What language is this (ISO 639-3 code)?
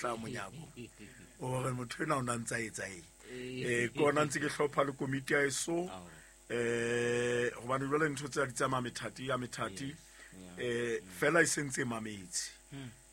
sot